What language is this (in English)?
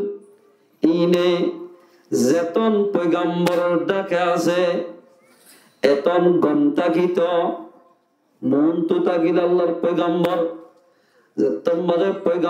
Rohingya